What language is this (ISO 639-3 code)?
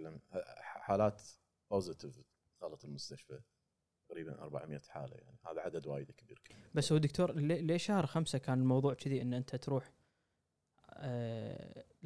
afb